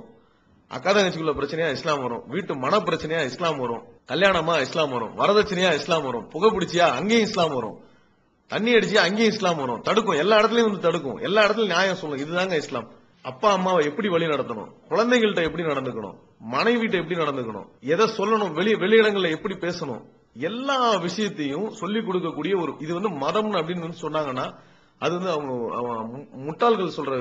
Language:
Tamil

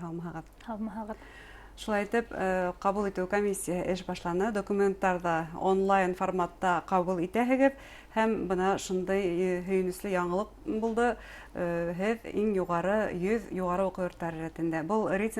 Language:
Bashkir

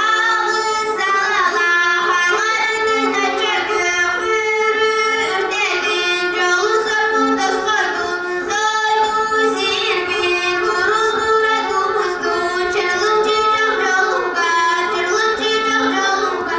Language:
Yakut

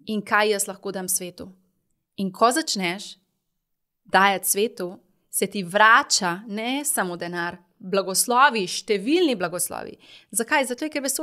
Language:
Slovenian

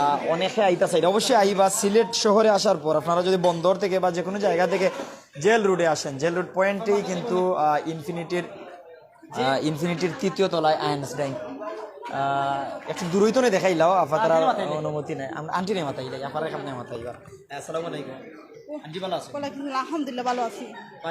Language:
Sylheti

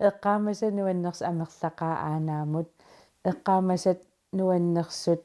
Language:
Kalaallisut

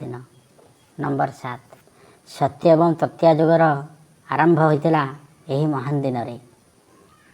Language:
Odia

